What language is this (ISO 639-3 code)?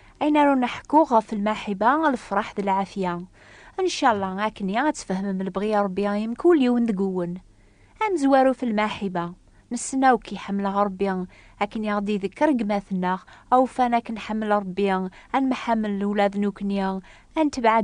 kab